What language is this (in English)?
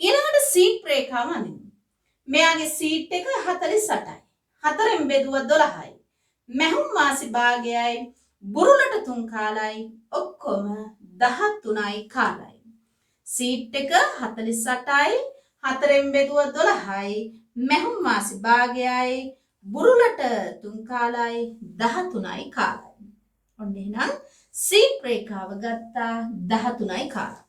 Sinhala